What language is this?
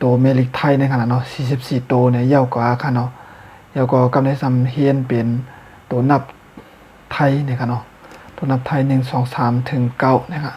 Shan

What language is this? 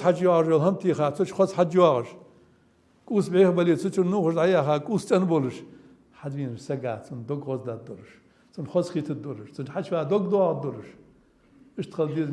Ingush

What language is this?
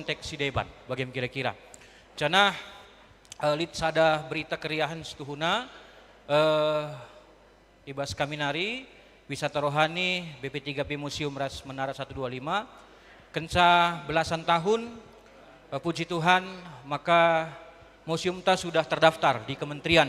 Batak Karo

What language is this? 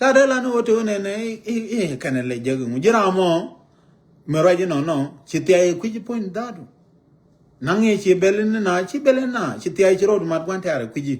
Nuer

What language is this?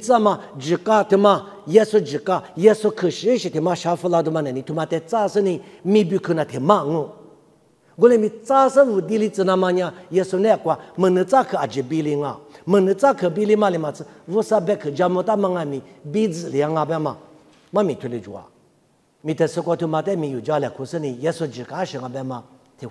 Lisu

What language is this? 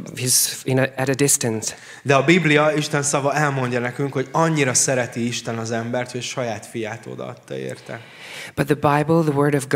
Hungarian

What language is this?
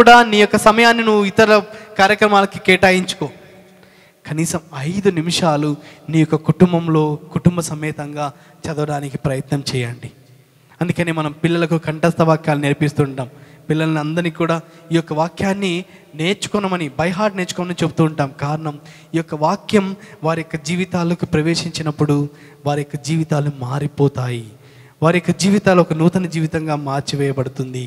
Telugu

